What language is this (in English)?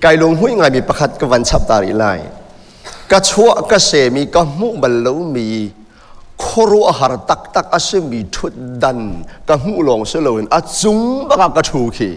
Hakha Chin